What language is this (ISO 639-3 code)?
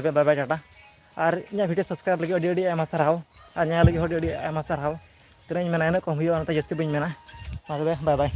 sat